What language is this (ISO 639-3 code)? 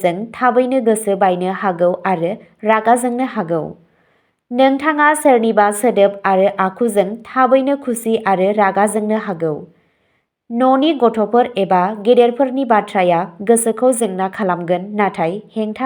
brx